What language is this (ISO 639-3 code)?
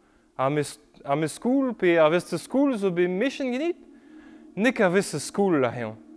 bre